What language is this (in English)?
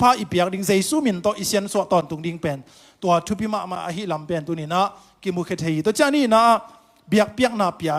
Tedim Chin